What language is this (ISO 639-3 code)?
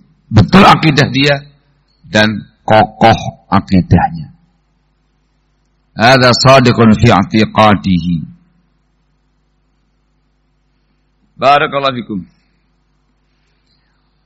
ind